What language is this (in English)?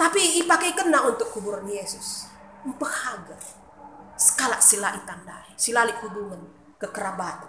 Batak Karo